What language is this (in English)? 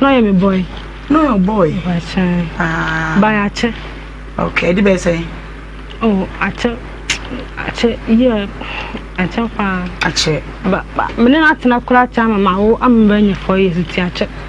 Akan